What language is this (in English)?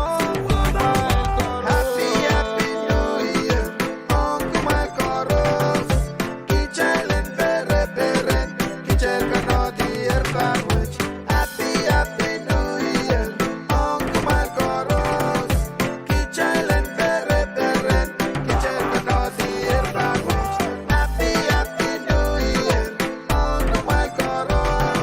Pohnpeian